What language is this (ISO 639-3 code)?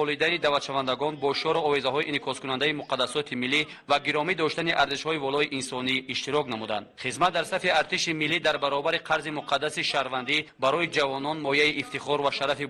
tgk